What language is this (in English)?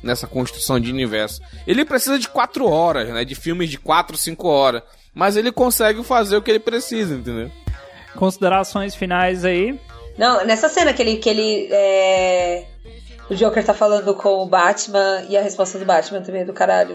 Portuguese